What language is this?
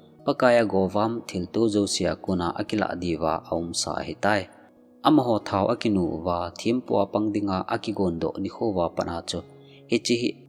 Thado Chin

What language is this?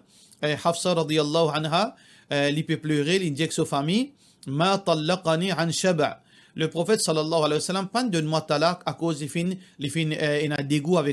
Morisyen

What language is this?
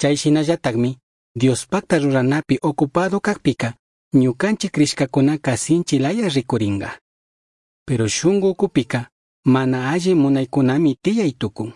Chimborazo Highland Quichua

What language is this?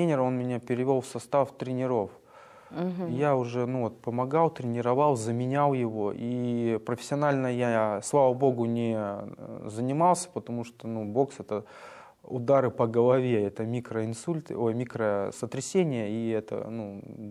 Russian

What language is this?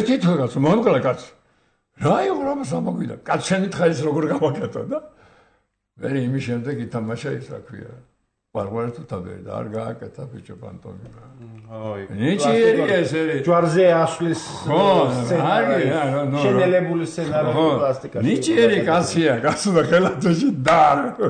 Georgian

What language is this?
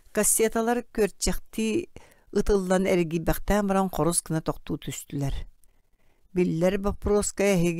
Yakut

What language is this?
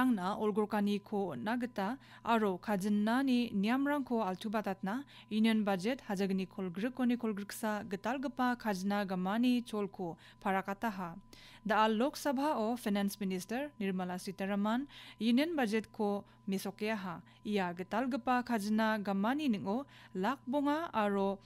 Garo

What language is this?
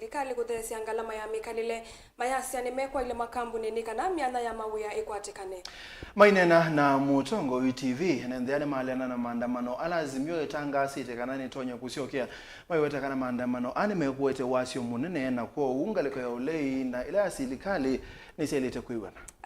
Kamba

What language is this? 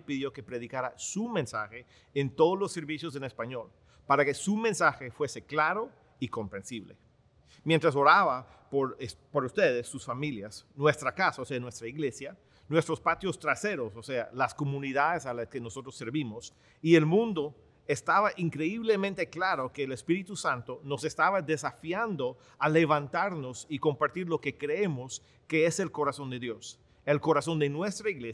Spanish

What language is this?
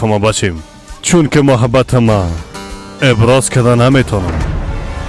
Persian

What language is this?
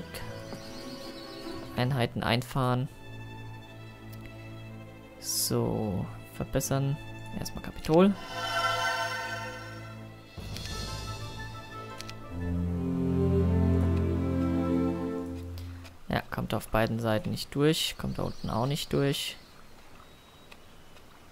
German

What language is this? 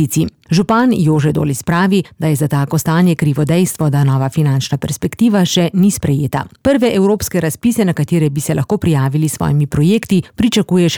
Slovenian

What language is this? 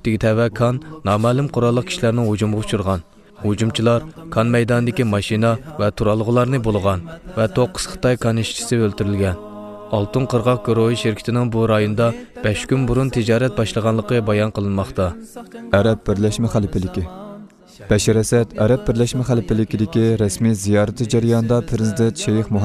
Uyghur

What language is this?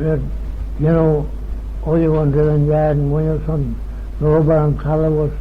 Manx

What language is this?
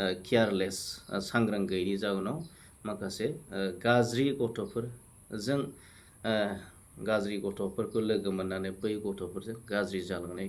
Bodo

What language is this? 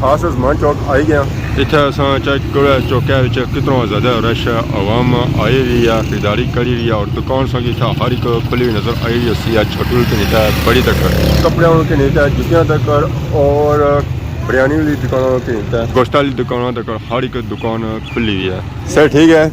Pahari-Potwari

